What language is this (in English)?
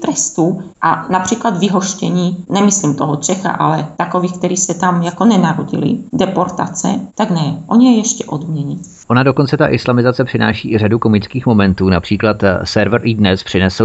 Czech